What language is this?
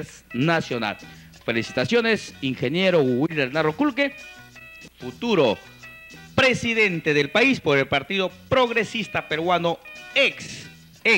Spanish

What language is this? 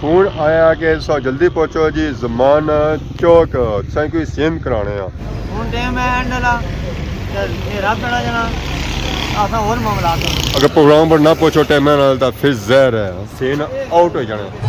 Pahari-Potwari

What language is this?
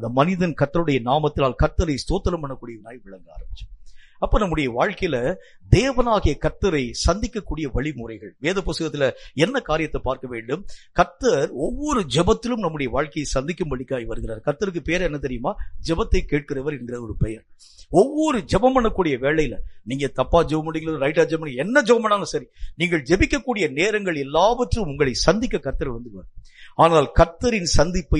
Tamil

